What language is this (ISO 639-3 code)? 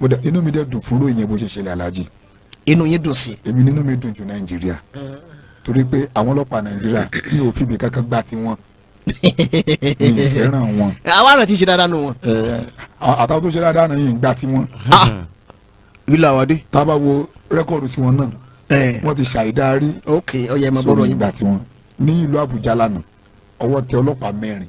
yor